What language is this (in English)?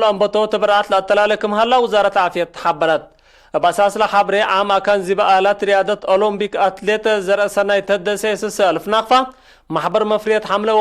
Tigre